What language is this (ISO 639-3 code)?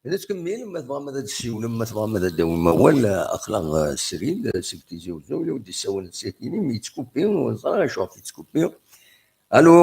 kab